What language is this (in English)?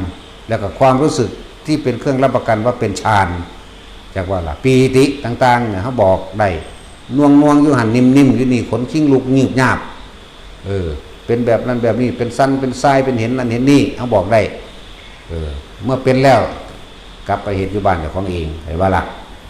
Northeastern Thai